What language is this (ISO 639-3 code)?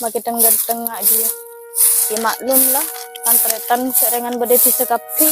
mad